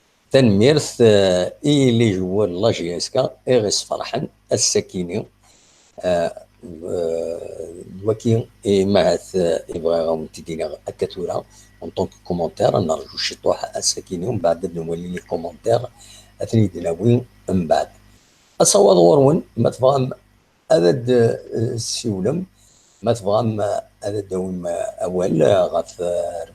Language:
Kabyle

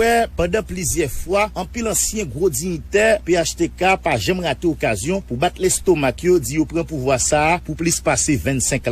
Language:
Haitian Creole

